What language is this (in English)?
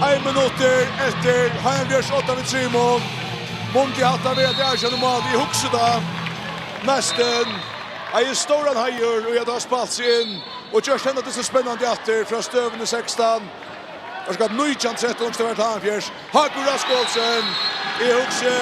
Faroese